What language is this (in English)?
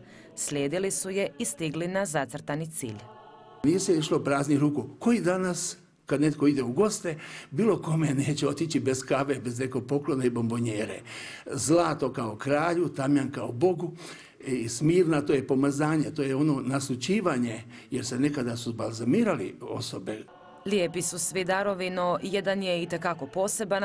Croatian